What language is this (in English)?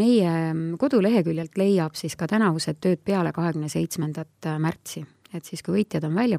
Estonian